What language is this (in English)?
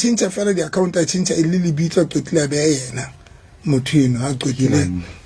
Southern Sotho